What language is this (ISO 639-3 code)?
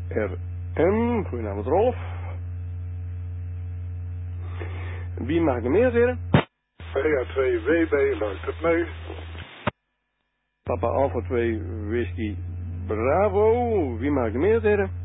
nld